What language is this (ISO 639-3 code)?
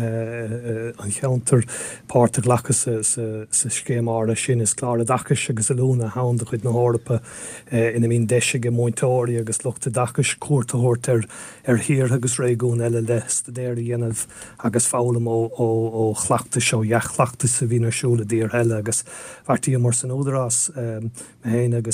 gle